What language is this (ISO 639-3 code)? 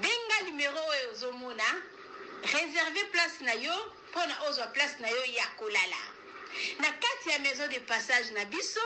lin